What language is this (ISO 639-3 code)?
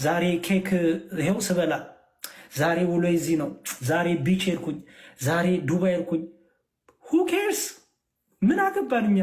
amh